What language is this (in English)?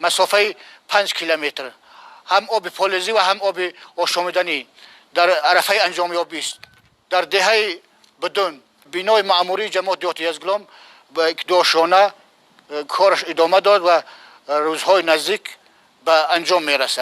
Tajik